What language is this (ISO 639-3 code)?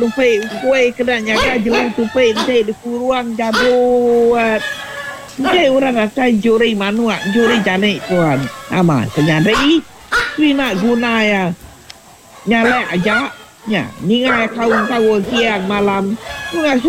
iba